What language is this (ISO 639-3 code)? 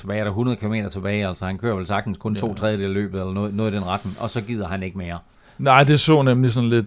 dan